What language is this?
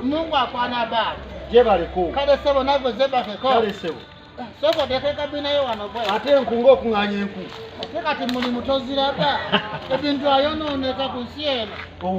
Ganda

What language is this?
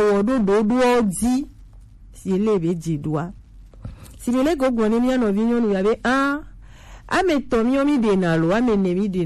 Gen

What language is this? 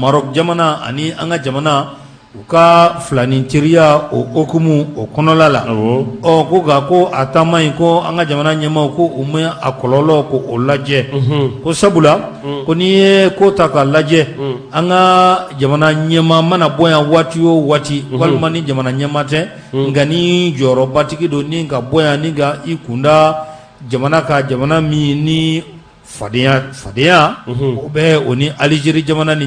Bambara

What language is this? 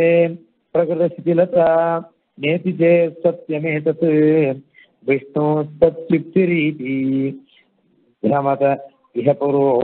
Tamil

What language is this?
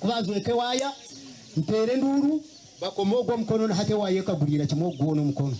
Nyankole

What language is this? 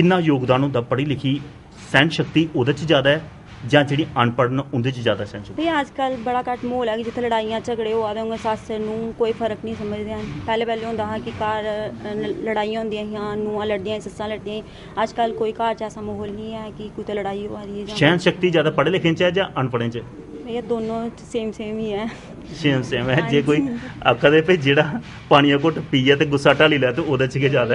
Dogri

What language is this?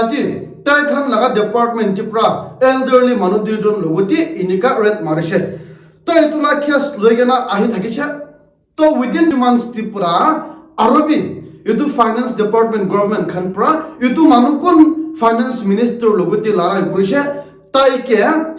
Naga Pidgin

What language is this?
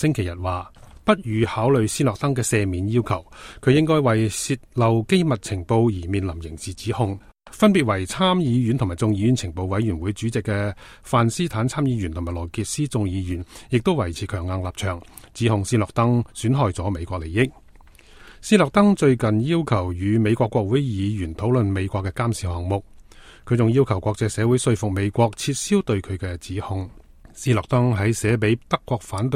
Cantonese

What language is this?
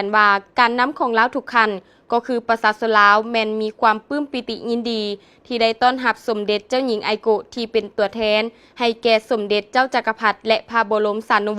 Lao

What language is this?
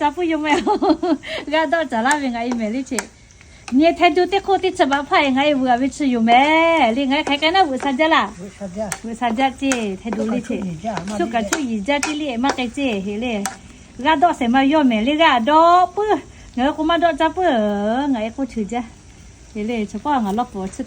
Lahu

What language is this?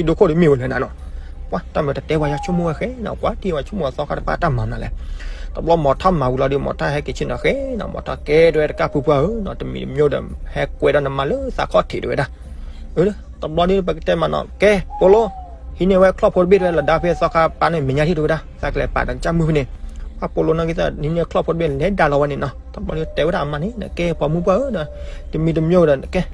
S'gaw Karen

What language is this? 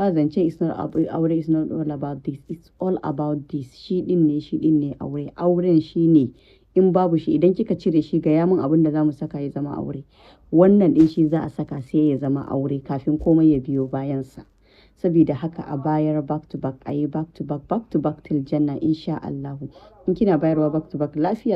Hausa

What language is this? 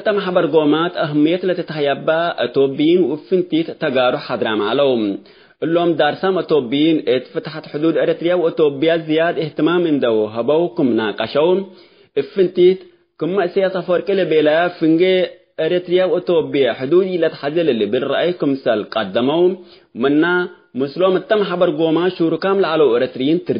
Tigre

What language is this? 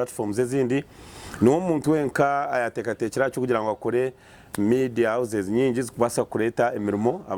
Nyankole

